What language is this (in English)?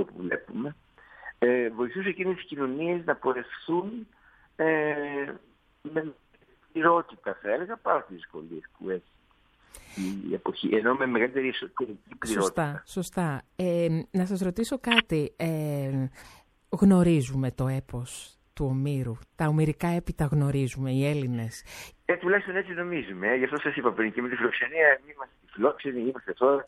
Greek